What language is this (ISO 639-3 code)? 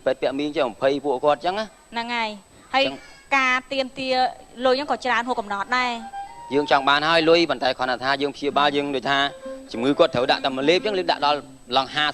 khm